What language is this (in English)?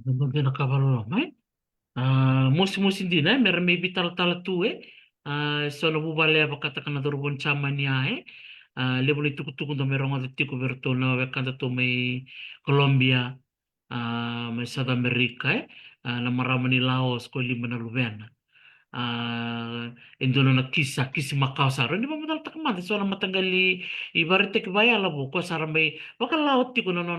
Fijian